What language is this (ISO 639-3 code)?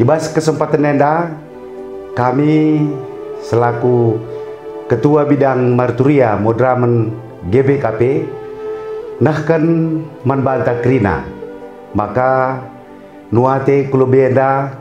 btx